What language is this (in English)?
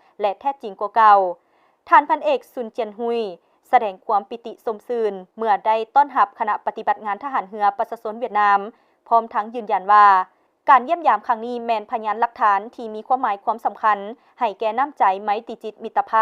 Lao